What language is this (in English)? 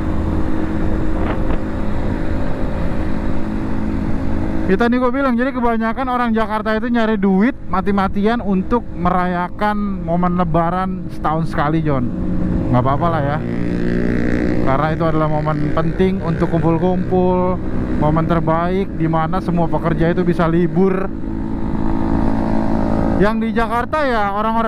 Indonesian